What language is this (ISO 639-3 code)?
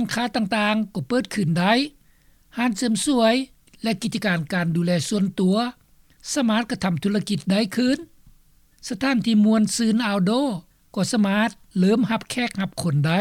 lao